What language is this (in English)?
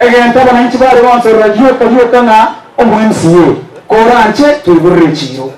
Gusii